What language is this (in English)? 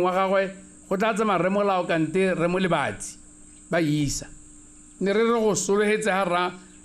Tswana